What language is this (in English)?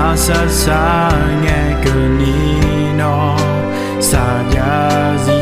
Akha